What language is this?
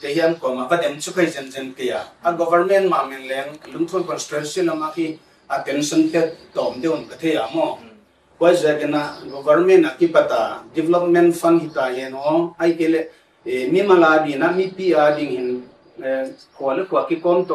Paite Chin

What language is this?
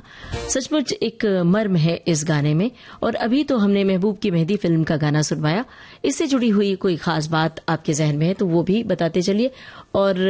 Hindi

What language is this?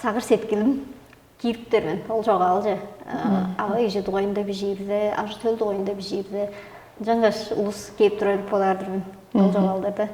Tuvinian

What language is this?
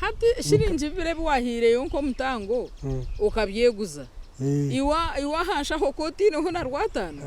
Nyankole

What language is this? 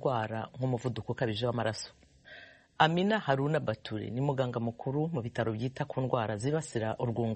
Kinyarwanda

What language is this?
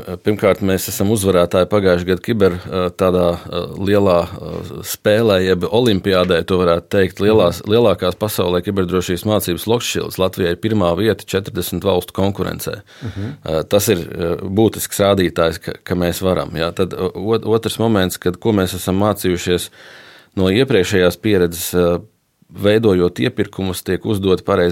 Latvian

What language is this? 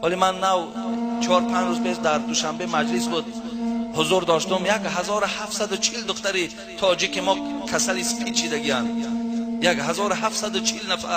Tajik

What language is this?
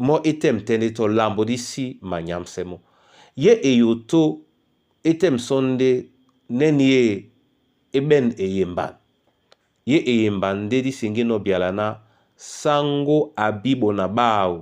Duala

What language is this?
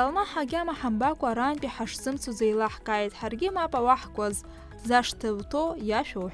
Abkhazian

